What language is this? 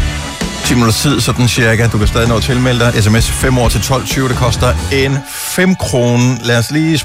Danish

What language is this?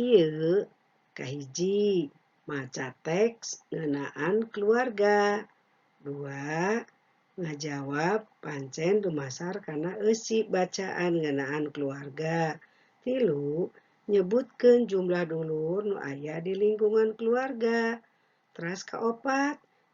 Sundanese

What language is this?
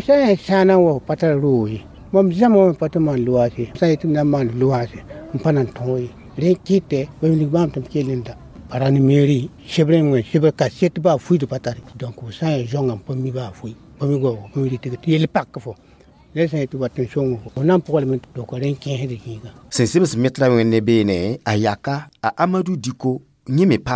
Mossi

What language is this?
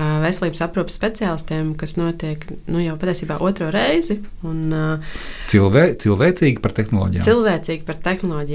Latvian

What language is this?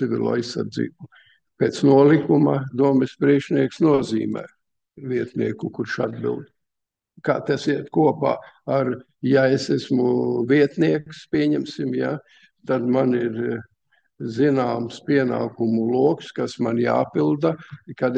Latvian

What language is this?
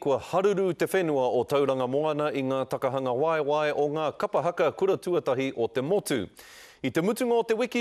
Māori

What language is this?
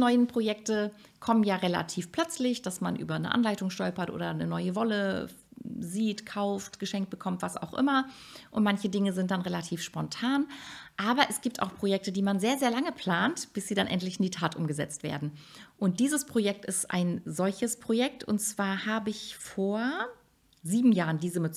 German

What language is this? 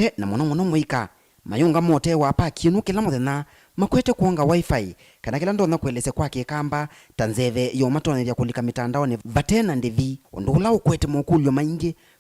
Kamba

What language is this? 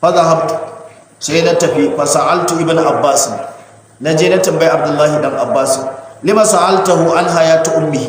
Hausa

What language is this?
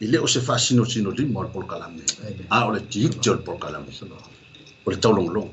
Samoan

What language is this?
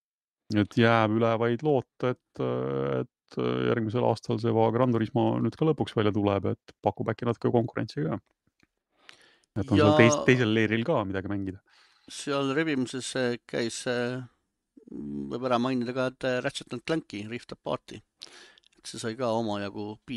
Estonian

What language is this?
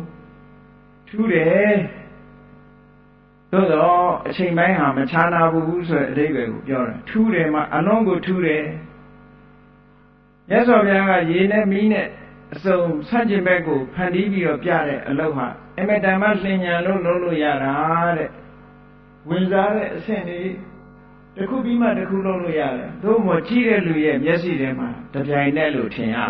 Burmese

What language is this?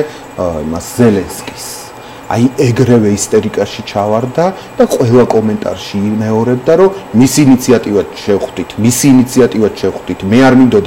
Georgian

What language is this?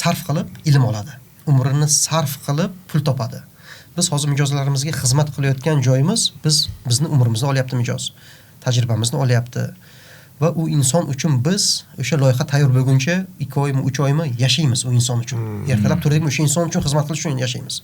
Uzbek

